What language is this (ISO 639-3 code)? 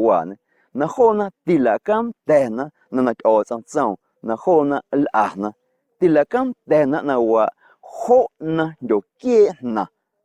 amu